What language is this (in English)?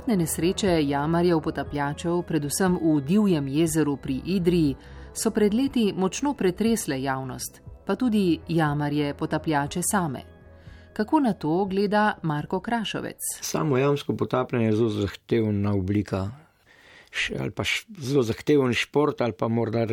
Slovenian